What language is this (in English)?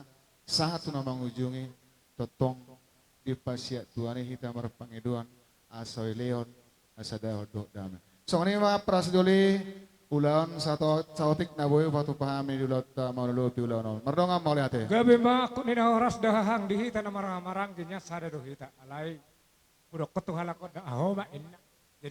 Batak Toba